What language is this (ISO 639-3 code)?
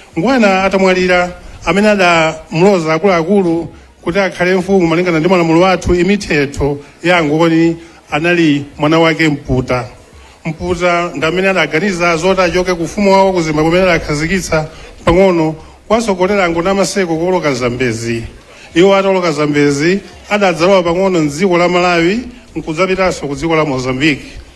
nya